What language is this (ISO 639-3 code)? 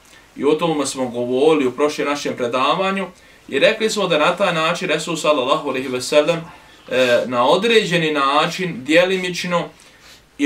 bos